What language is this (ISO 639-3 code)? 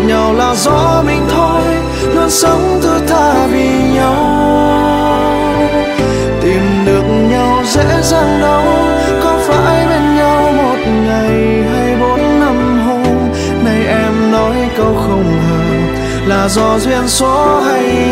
vie